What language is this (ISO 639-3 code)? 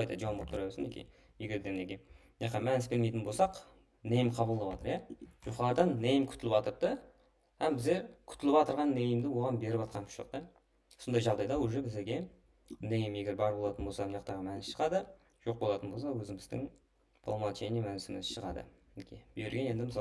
kaa